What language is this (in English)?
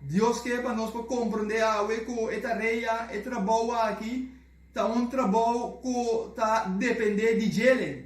Papiamento